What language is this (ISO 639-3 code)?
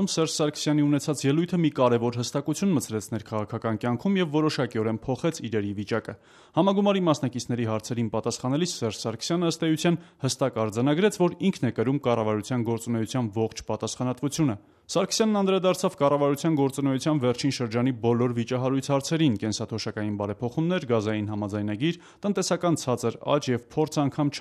hye